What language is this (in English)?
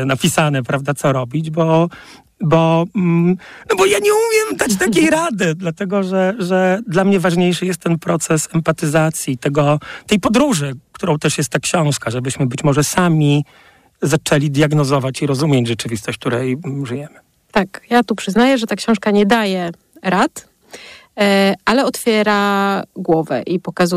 Polish